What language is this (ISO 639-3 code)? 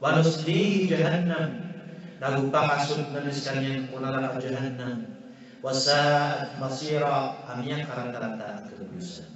mrw